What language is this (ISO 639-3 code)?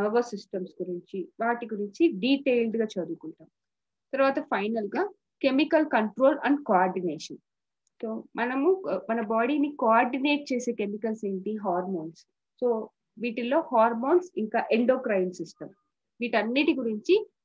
tel